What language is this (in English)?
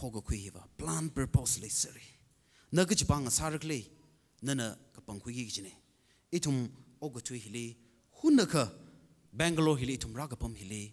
Tangkhul Naga (India)